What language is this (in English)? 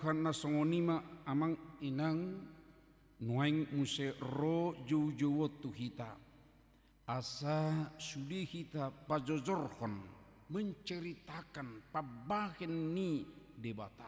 Batak Toba